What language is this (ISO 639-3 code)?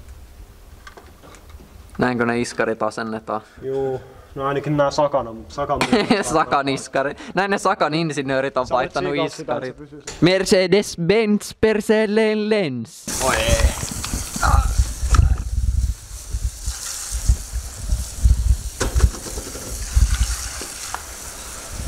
fin